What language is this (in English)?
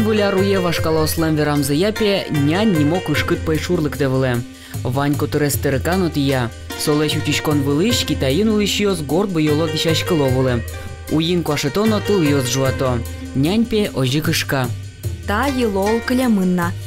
Udmurt